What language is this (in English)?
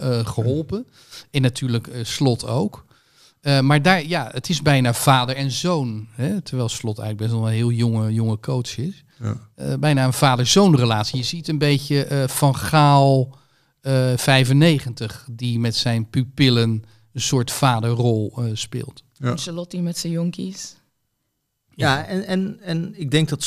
Dutch